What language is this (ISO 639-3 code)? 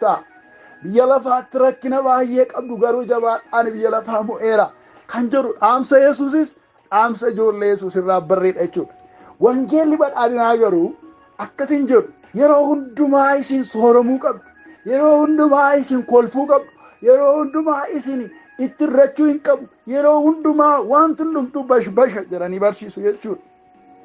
orm